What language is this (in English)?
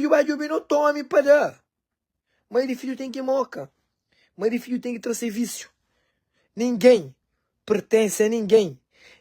Kabuverdianu